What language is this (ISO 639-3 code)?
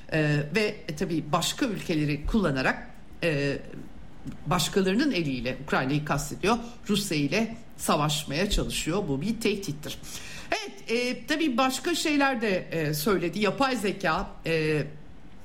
tur